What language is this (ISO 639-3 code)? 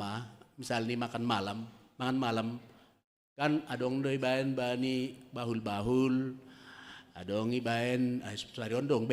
bts